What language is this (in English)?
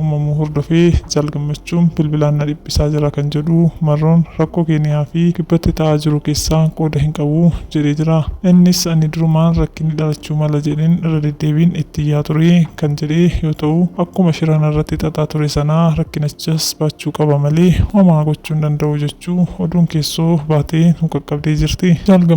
Oromo